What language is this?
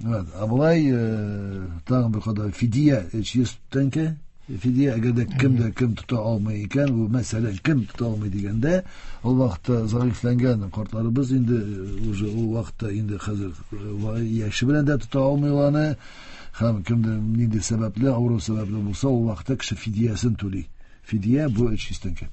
Tatar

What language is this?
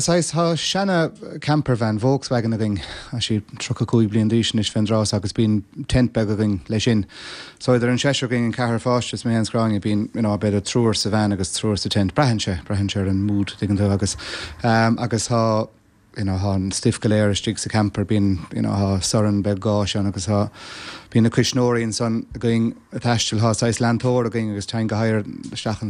Irish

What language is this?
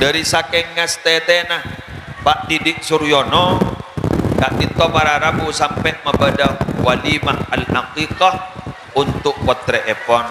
Madurese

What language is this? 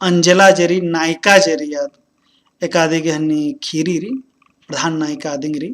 Kurukh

